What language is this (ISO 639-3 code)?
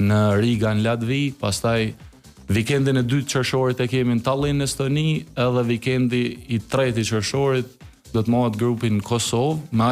sqi